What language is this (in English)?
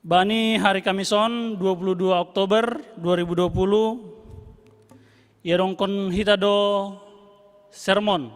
Batak Simalungun